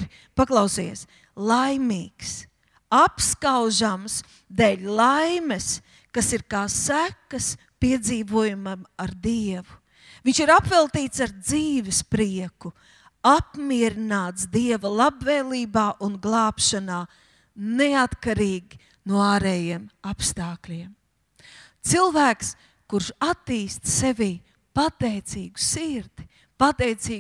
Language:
Latvian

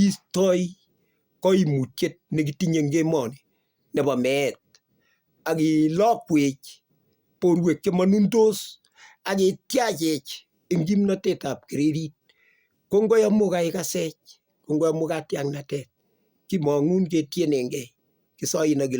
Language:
Kalenjin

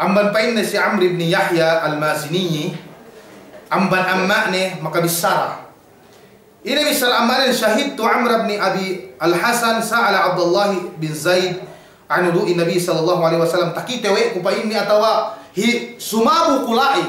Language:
Yakan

